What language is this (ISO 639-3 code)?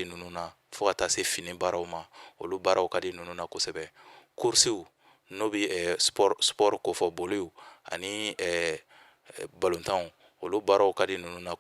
bam